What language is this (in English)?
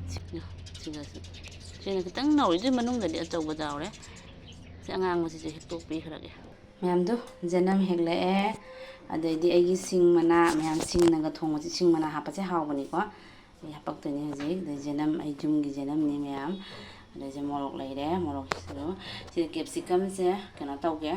Manipuri